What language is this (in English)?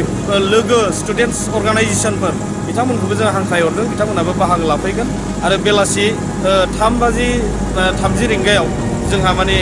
Bodo